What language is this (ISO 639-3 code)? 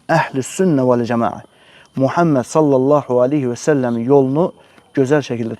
aze